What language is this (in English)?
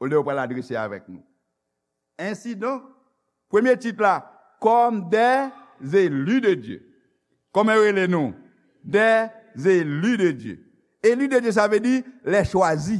Haitian Creole